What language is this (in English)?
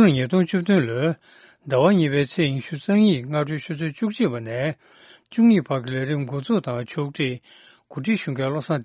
Tibetan